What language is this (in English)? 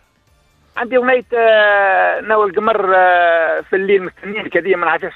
Tunisian Arabic